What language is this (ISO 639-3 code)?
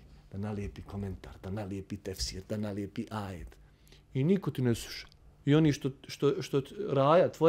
bos